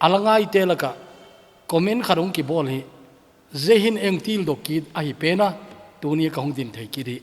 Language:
Thado Chin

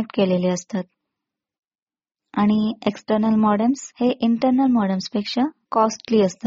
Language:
Marathi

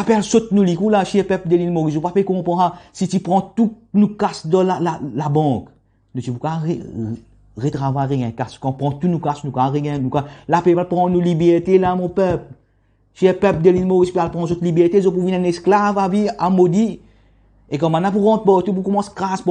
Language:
Morisyen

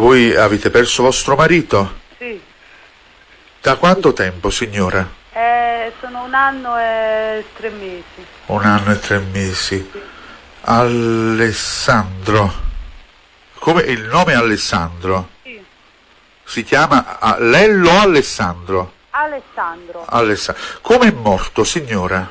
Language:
Italian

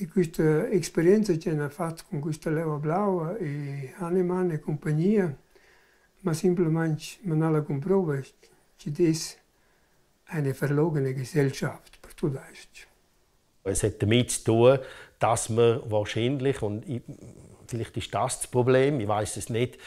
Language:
Romansh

